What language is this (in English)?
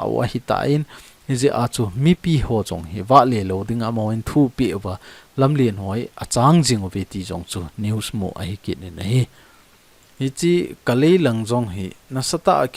Thado Chin